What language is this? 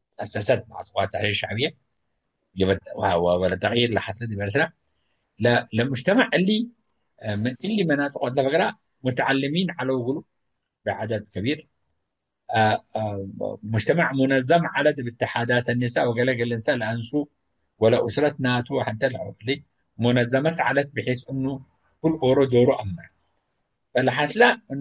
Tigre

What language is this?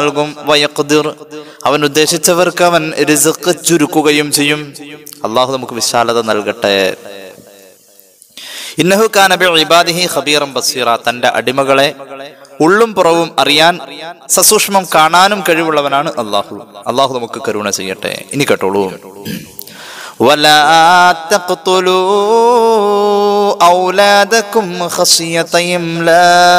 Malayalam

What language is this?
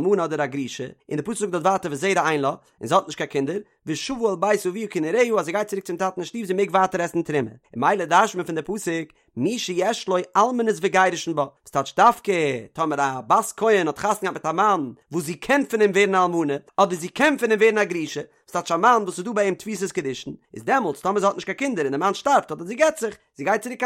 Yiddish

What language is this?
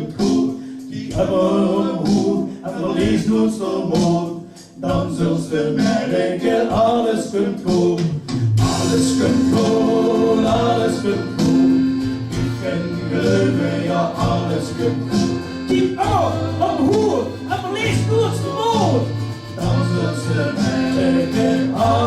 Limburgish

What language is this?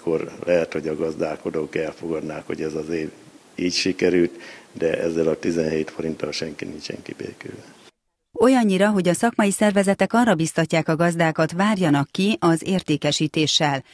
Hungarian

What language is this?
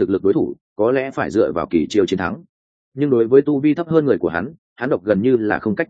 Vietnamese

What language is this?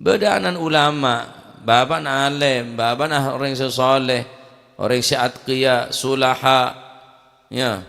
Madurese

